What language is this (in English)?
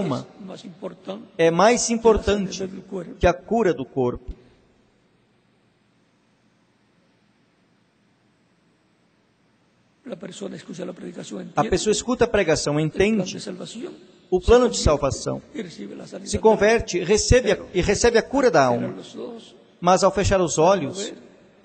Portuguese